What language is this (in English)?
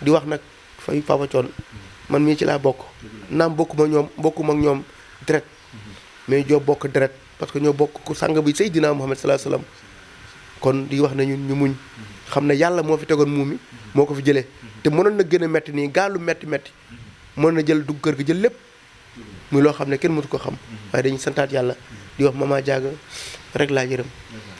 Wolof